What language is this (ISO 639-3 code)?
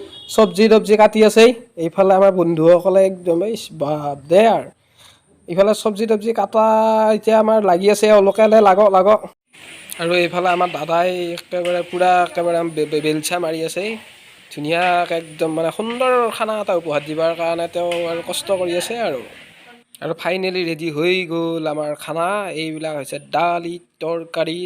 asm